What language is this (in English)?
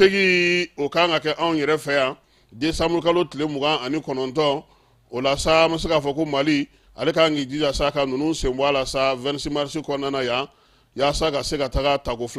Bambara